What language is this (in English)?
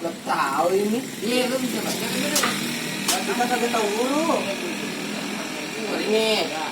Betawi